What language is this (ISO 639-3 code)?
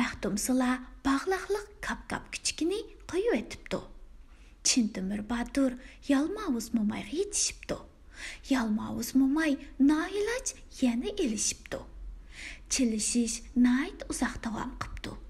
uig